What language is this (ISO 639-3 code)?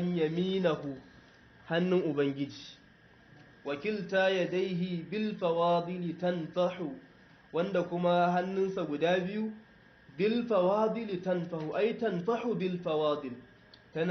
hau